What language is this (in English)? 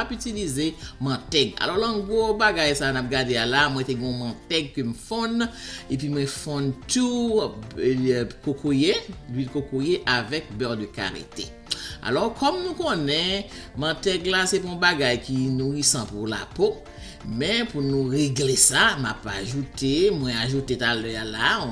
Haitian Creole